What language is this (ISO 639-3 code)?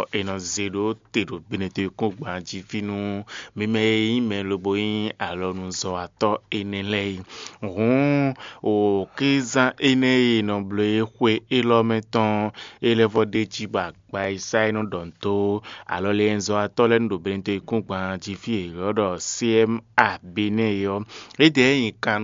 fon